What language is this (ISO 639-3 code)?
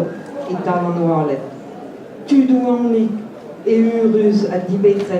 bre